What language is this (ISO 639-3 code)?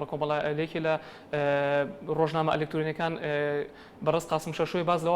ckb